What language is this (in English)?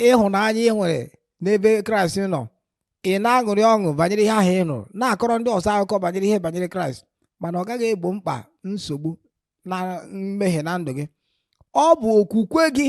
Igbo